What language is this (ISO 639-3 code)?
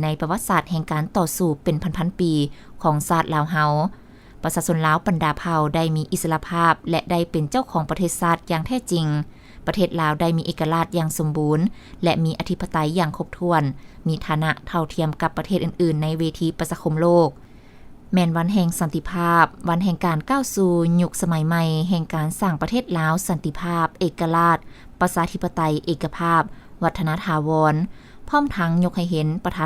lao